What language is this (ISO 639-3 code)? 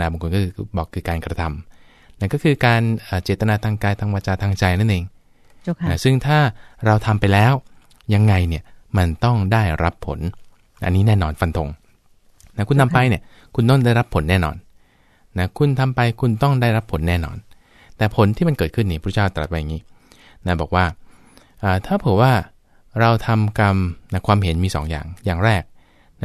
tha